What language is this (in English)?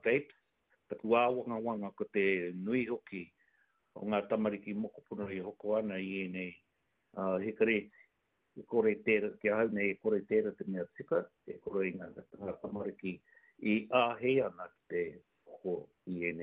Māori